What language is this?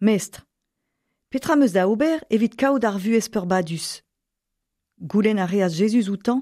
Breton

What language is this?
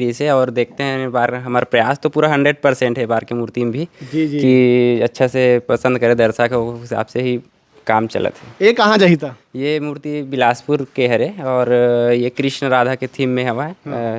Chhattisgarhi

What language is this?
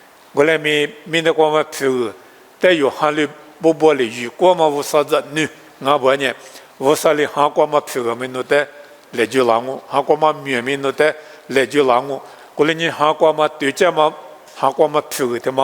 Lisu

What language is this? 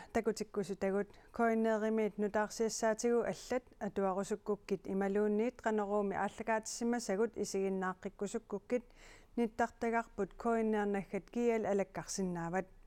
Kalaallisut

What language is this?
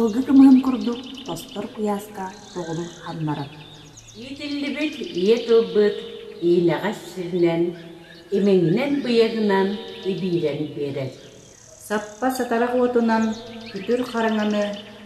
Yakut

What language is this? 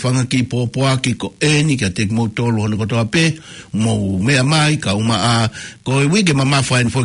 Tongan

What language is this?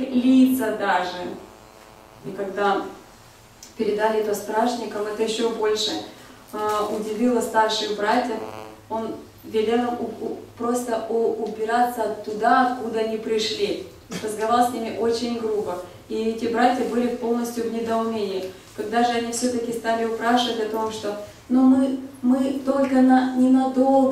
Russian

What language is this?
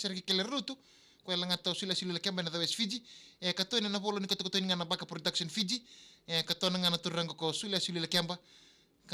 Fijian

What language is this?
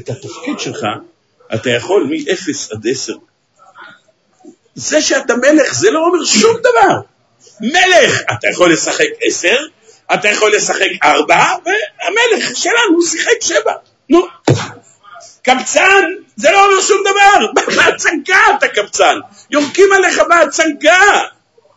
Hebrew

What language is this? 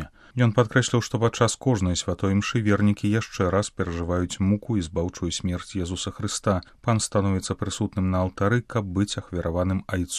Belarusian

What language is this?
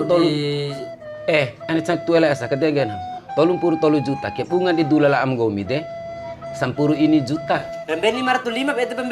Bima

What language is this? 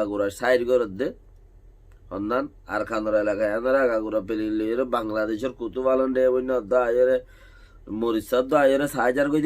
Rohingya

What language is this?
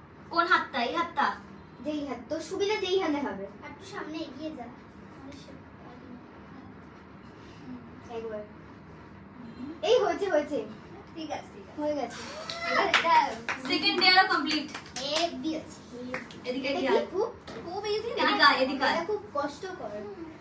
Bangla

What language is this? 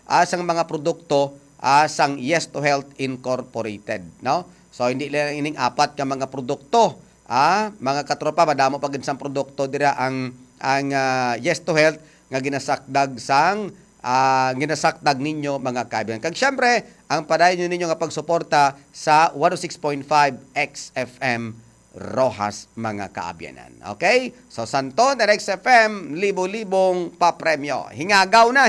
Hiligaynon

